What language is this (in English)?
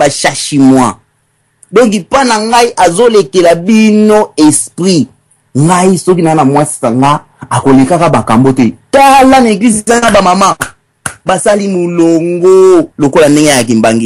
Lingala